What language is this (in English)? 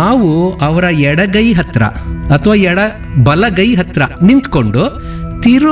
Kannada